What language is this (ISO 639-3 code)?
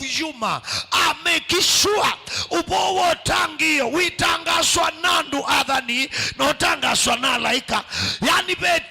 kam